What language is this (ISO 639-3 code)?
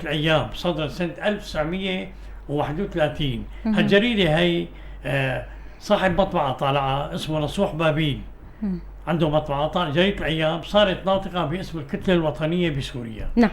apc